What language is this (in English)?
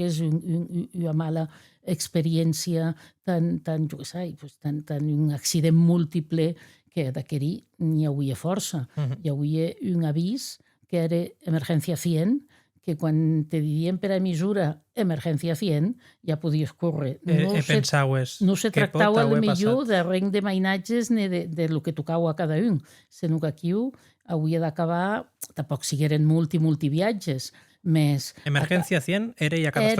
Occitan